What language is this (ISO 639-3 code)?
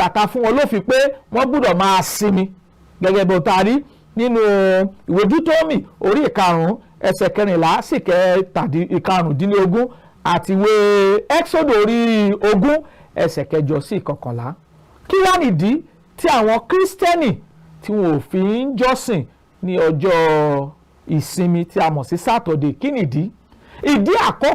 yor